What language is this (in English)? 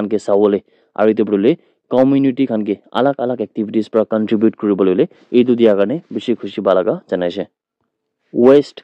Naga Pidgin